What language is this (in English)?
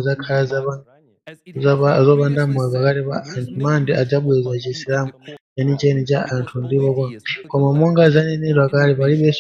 Nyanja